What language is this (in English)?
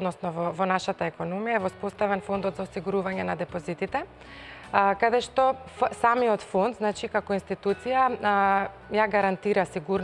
Macedonian